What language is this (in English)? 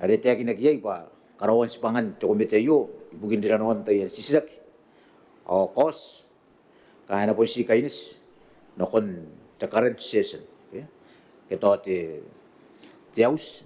Gilbertese